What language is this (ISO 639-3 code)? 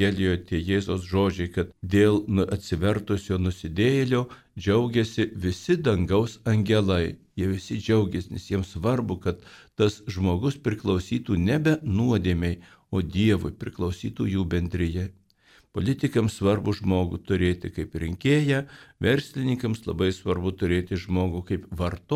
lit